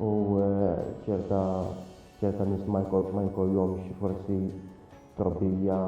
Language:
Maltese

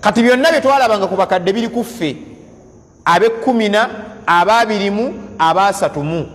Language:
Ganda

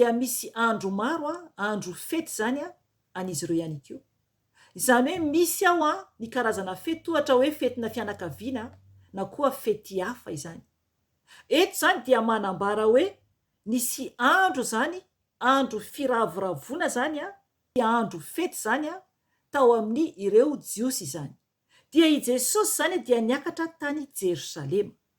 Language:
Malagasy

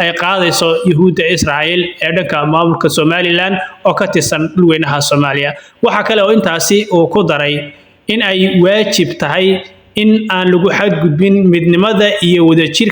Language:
Somali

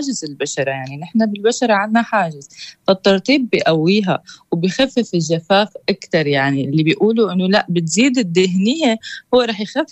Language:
North Levantine Arabic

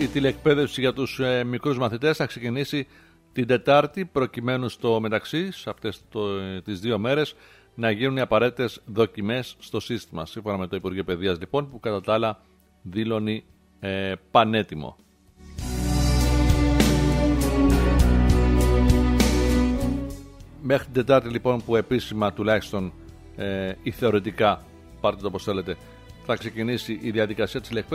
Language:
Greek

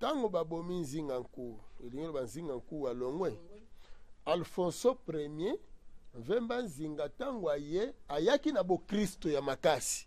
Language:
Lingala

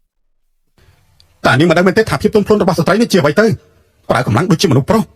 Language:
Khmer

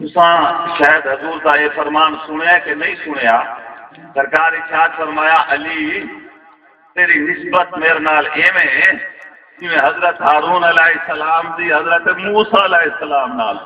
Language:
Saraiki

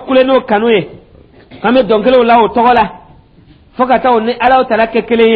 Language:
Dyula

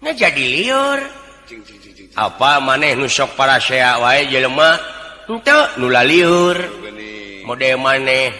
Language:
Sundanese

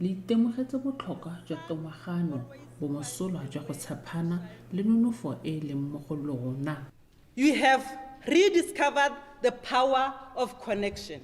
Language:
Tswana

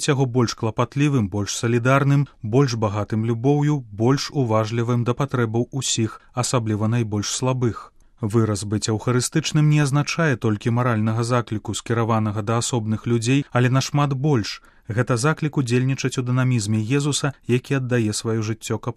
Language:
Belarusian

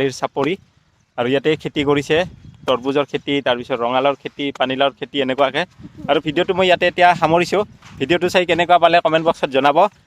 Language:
Assamese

